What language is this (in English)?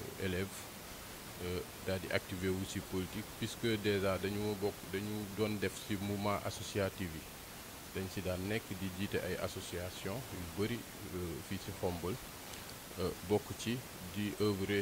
Wolof